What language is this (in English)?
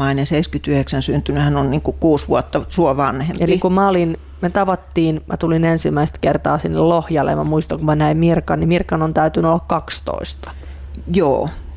Finnish